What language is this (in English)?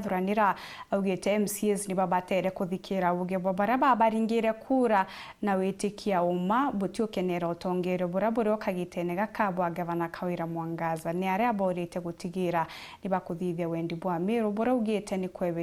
Meru